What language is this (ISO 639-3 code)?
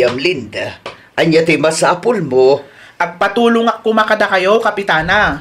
ilo